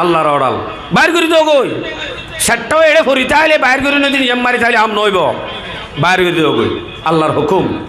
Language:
Rohingya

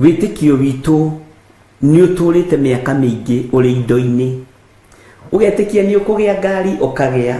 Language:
Kikuyu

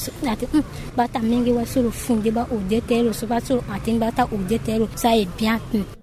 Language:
Sango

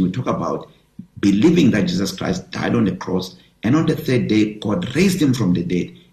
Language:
English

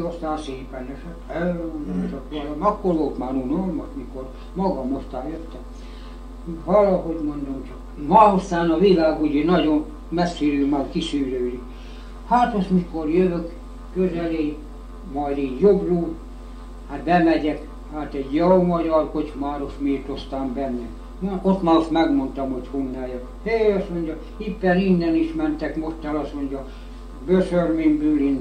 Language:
Hungarian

